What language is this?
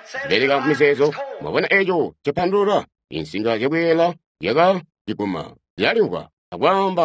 Tonga (Zambia)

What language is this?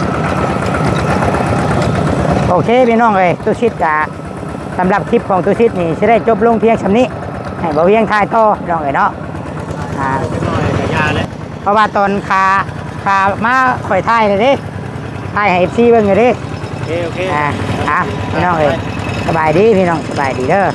Northeastern Thai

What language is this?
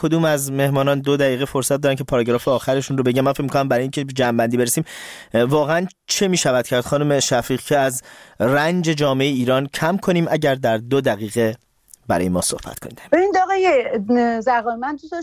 Persian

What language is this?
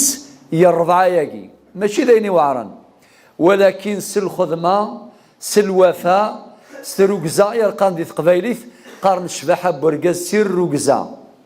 Kabyle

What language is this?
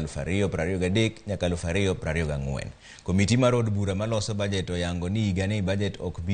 Luo (Kenya and Tanzania)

